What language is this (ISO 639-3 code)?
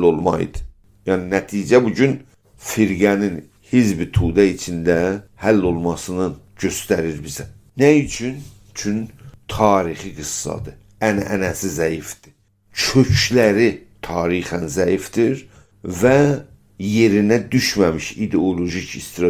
azb